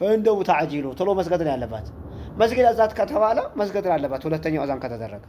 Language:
Amharic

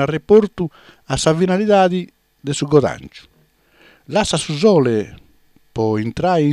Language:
Sardinian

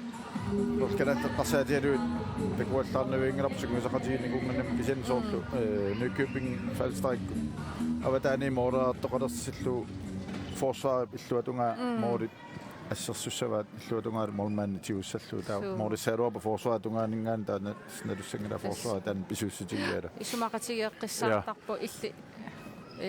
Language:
Kalaallisut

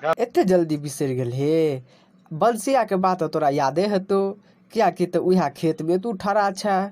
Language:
Maithili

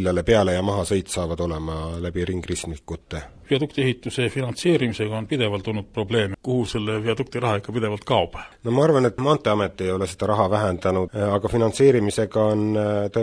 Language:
Estonian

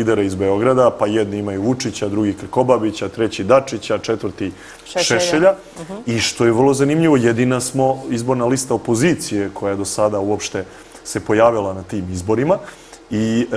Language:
Serbian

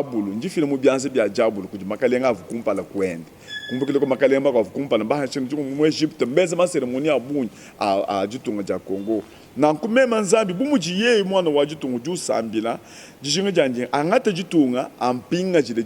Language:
Luba-Lulua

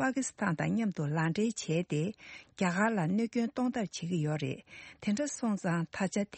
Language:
Tibetan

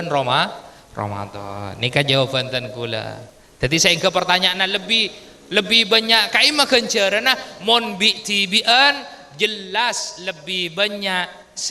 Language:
Madurese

